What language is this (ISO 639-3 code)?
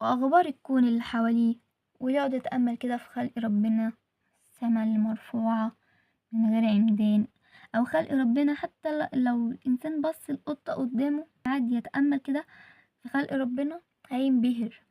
arz